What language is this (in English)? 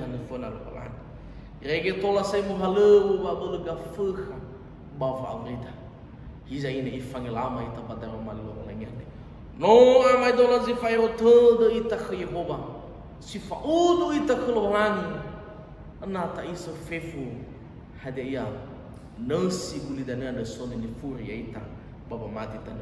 Nias